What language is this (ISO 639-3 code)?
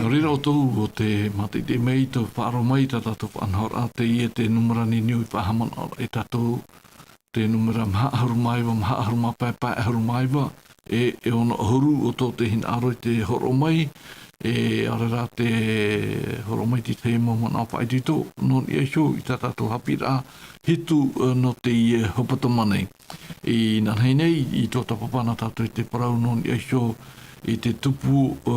tah